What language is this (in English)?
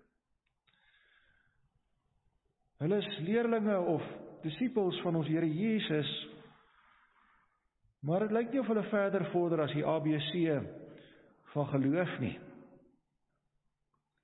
Afrikaans